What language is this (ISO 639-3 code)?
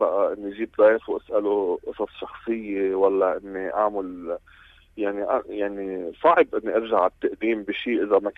apc